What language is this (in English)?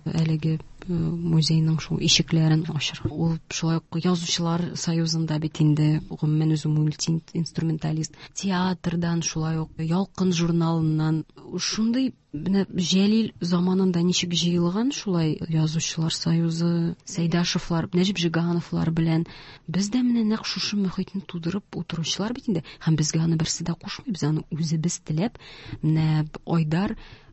Tatar